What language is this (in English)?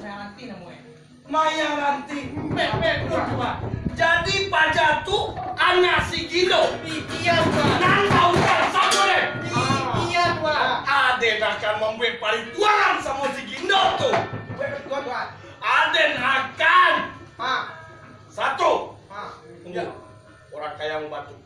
Minangkabau